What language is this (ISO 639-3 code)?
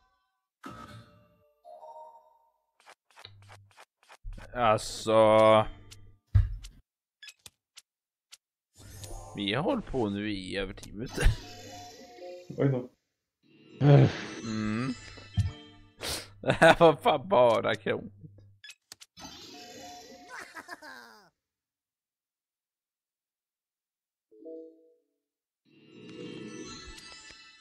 swe